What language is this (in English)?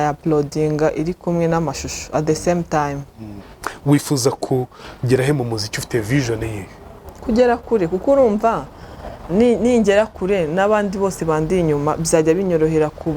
Kinyarwanda